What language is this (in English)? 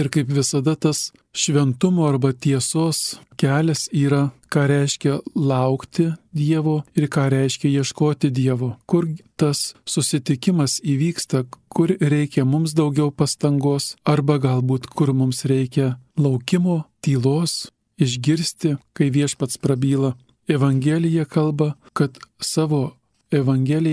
Lithuanian